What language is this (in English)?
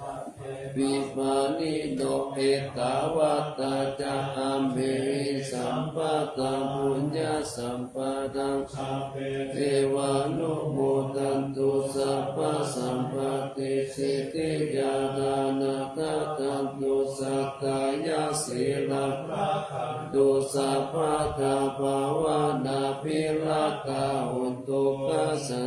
Pali